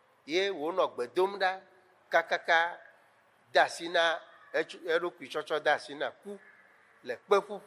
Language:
Ewe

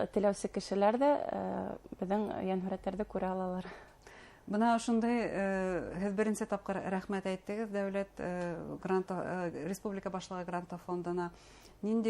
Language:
Bashkir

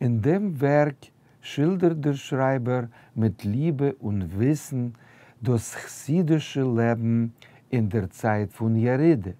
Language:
Yiddish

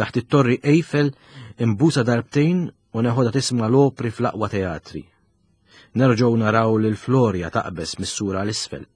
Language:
Maltese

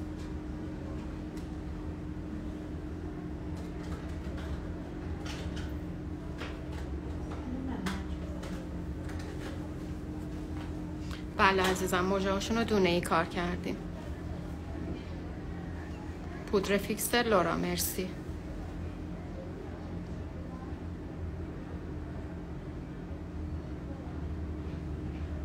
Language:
Persian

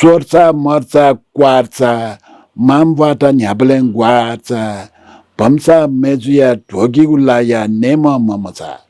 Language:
Newari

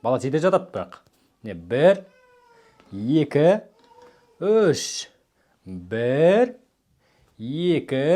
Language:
Kazakh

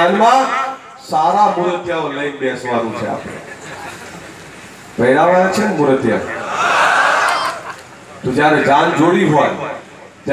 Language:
Gujarati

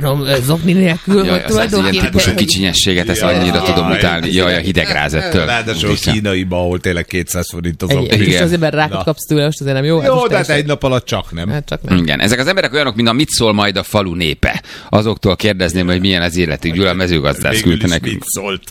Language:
Hungarian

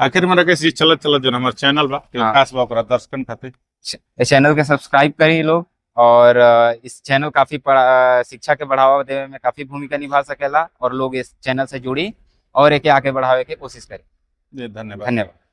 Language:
Bhojpuri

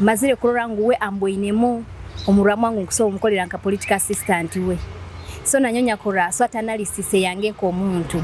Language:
Nyoro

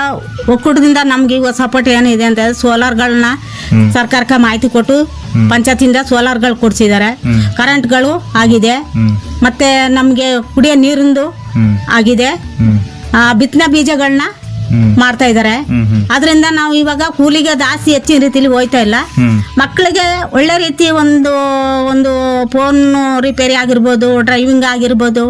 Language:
Kannada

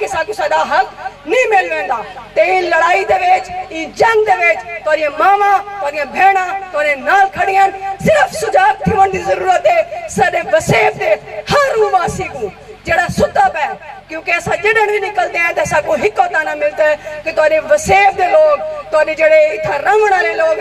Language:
Saraiki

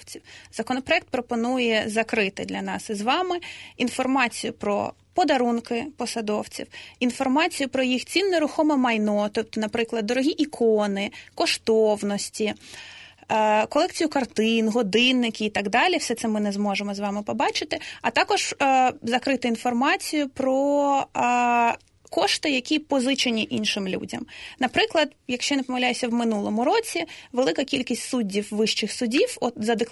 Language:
Ukrainian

